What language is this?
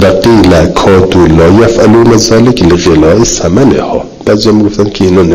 Persian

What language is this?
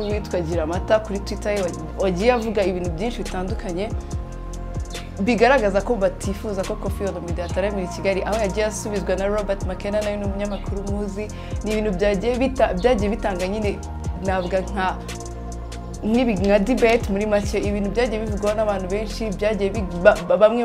Kinyarwanda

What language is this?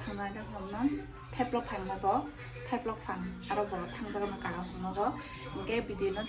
Kok Borok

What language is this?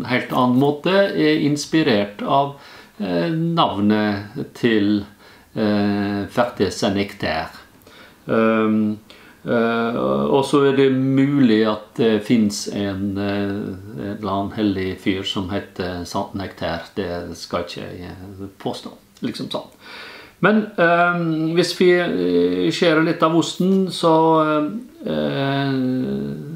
Norwegian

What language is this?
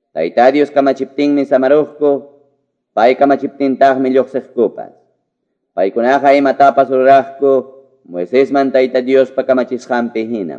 Ayacucho Quechua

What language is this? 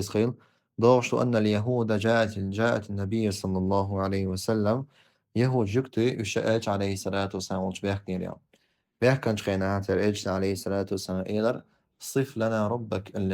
Chechen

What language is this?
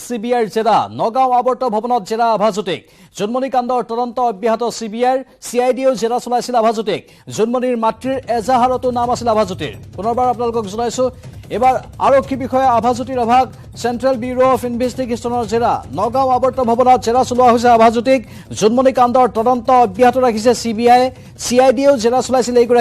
Assamese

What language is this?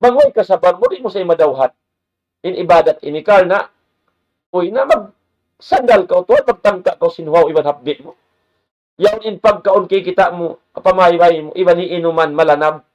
Tausug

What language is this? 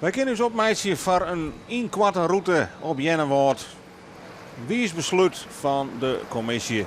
Western Frisian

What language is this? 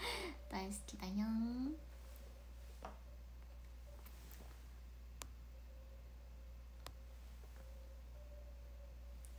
Japanese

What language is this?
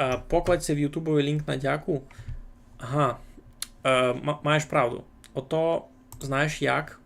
Rusyn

